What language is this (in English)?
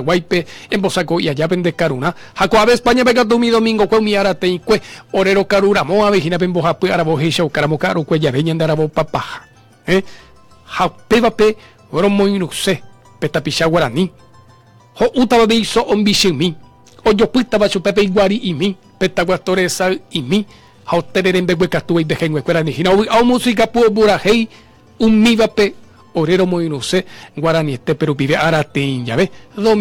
Guarani